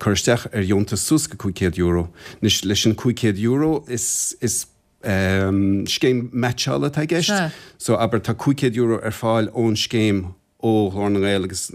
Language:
Irish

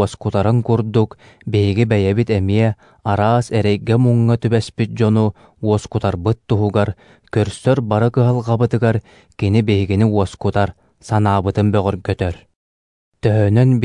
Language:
Yakut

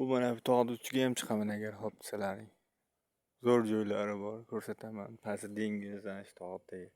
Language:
Uzbek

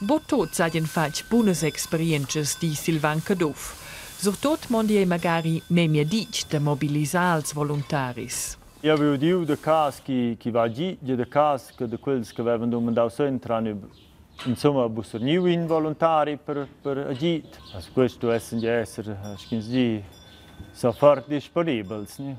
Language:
Romansh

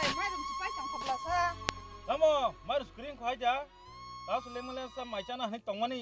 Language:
Kok Borok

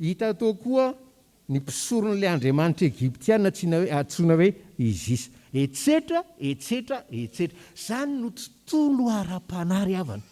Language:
Malagasy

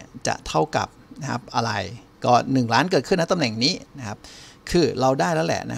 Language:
Thai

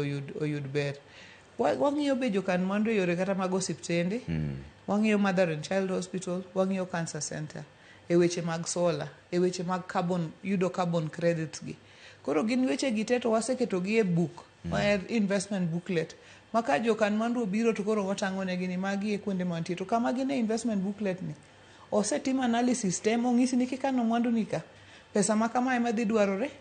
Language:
Luo (Kenya and Tanzania)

